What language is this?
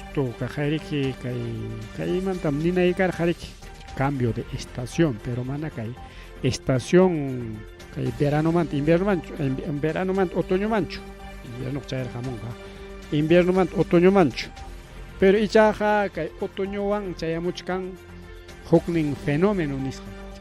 Ayacucho Quechua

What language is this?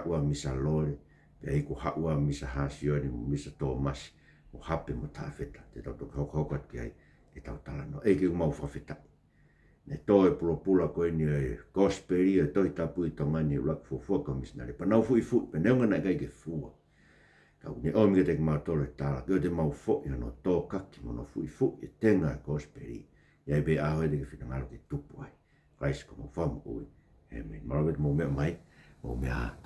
Tongan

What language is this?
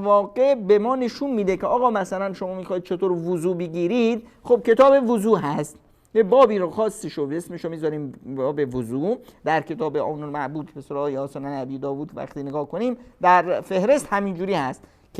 Persian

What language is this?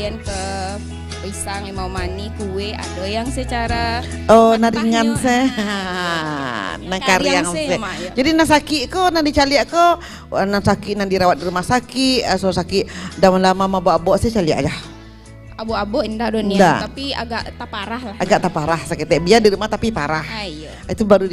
Minangkabau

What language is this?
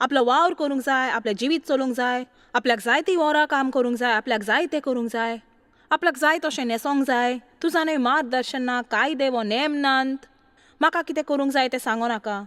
Konkani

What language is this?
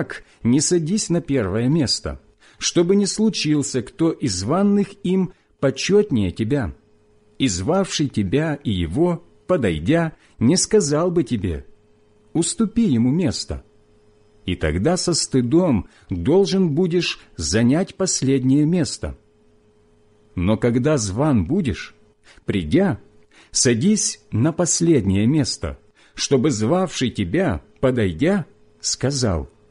Russian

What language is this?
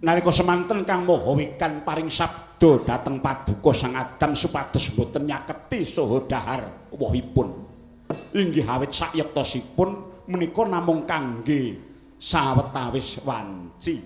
Javanese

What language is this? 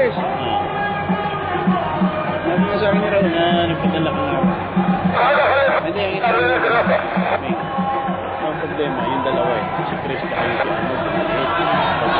Filipino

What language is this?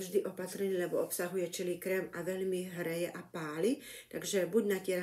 Slovak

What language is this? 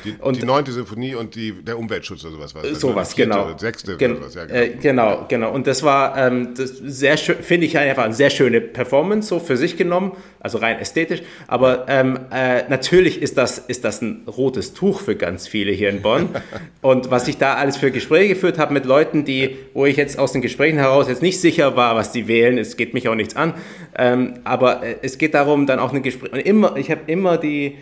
German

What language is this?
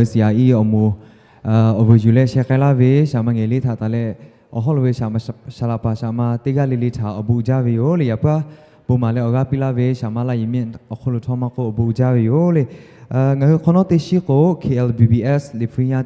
Lahu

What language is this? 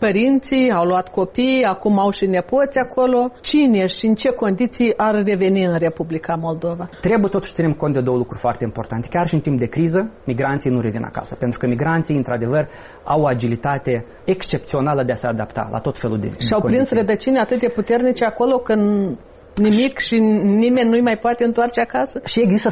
Romanian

